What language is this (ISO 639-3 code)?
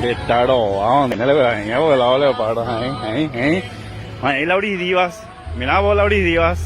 grn